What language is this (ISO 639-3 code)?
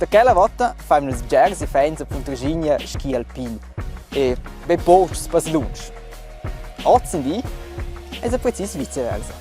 roh